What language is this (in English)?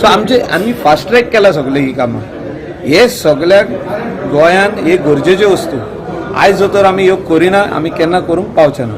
Konkani